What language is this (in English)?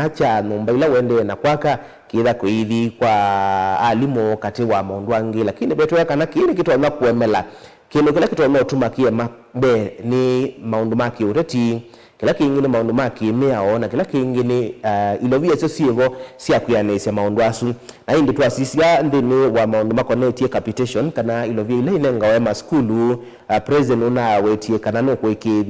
Kamba